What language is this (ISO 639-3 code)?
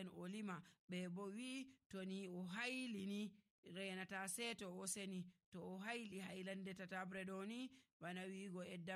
fuv